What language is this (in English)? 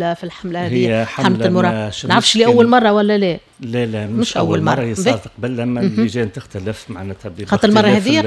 Tunisian Arabic